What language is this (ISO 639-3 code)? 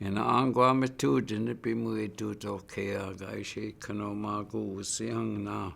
ciw